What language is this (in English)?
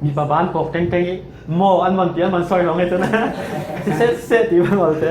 Falam Chin